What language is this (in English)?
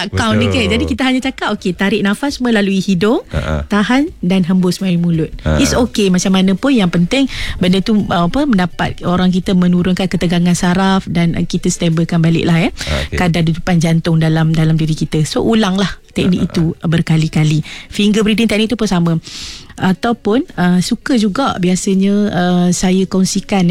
Malay